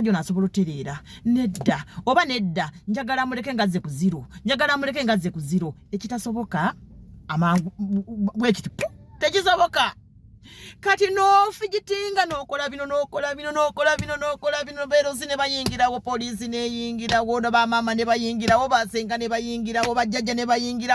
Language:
Ganda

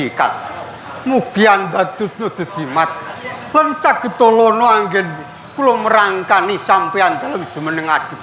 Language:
Javanese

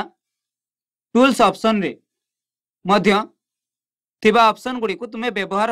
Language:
Odia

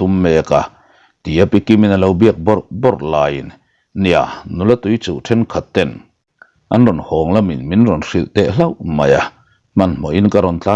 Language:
Mizo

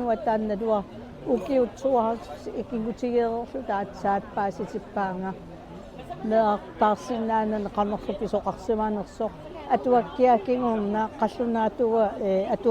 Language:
Kalaallisut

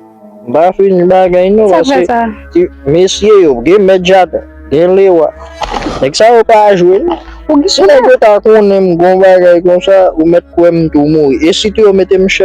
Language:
Haitian Creole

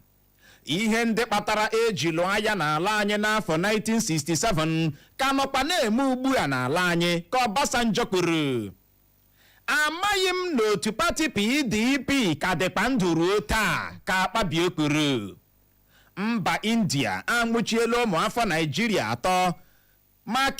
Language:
Igbo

